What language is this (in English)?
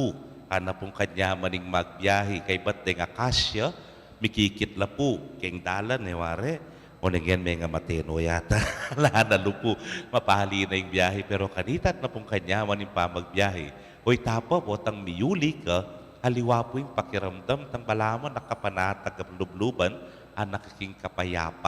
Pampanga